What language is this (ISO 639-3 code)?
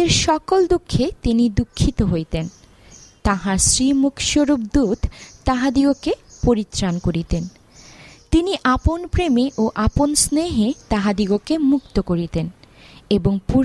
ben